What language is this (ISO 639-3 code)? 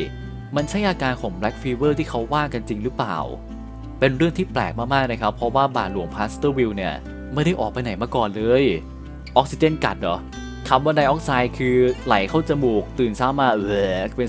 tha